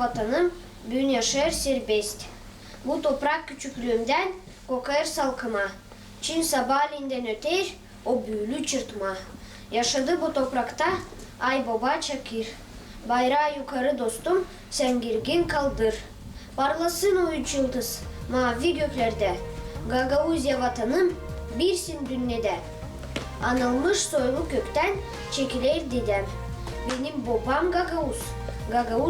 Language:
Gagauz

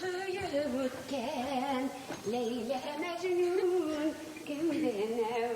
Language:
Bashkir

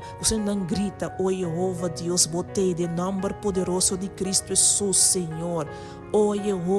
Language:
Papiamento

